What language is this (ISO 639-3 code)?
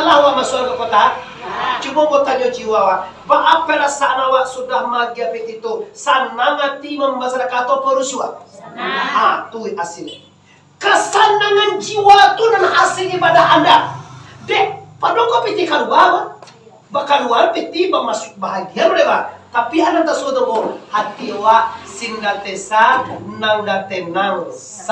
min